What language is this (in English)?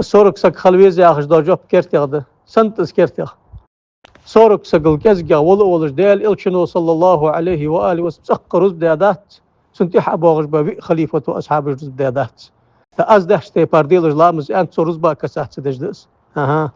Ingush